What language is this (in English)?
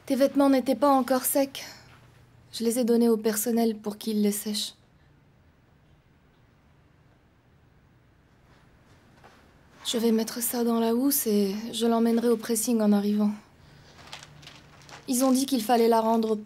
French